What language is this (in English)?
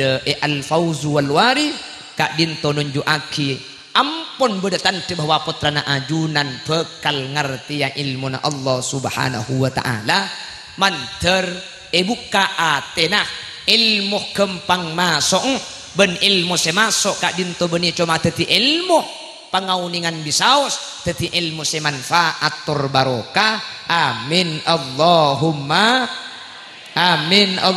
Madurese